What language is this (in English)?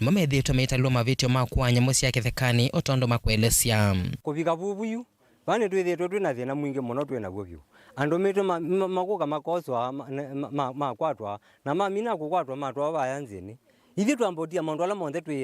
Kamba